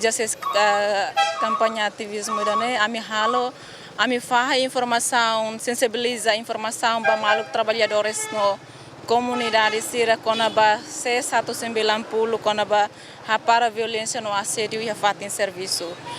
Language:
Tetum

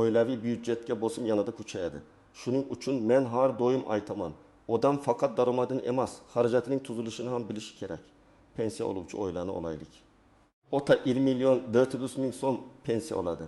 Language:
Uzbek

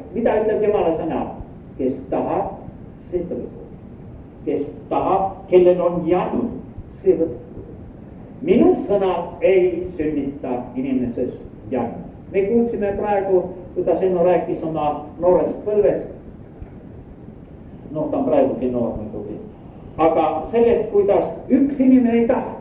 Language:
Estonian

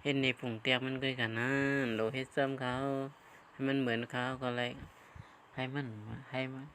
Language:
Shan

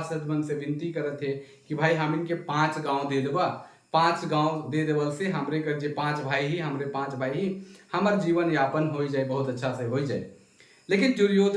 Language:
Sadri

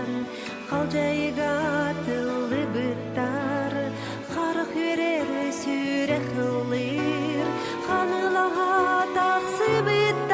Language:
Yakut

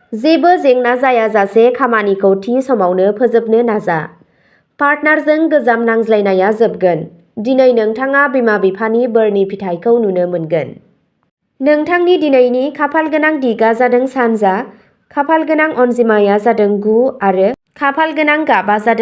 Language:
Bodo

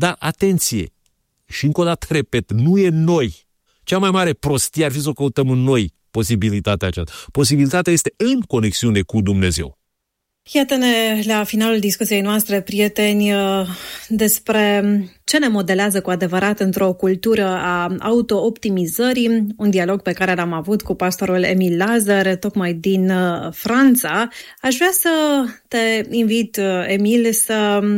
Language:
Romanian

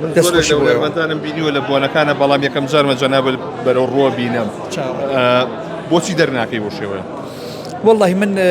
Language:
Central Kurdish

